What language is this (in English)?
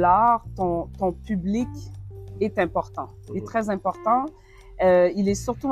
French